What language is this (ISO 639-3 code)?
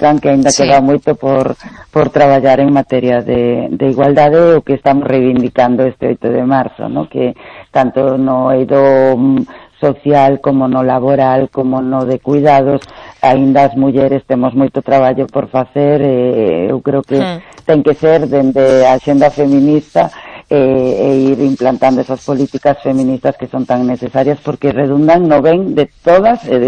glg